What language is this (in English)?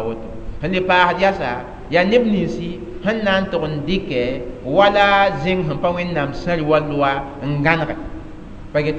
Mossi